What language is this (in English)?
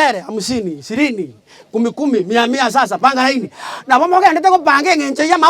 Gusii